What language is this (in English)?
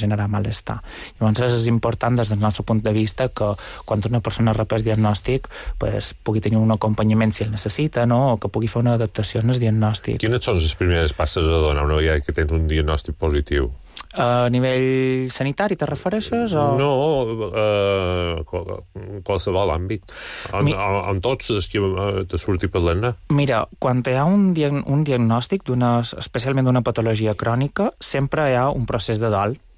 Catalan